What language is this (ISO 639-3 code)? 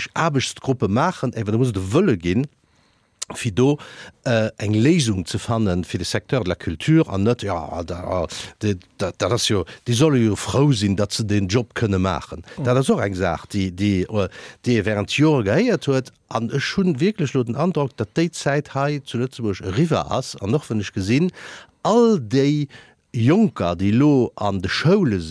ltz